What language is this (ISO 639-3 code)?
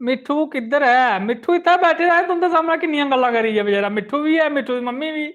doi